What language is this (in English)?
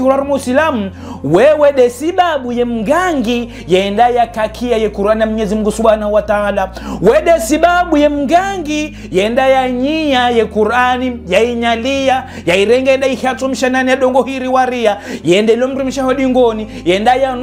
Ngazidja Comorian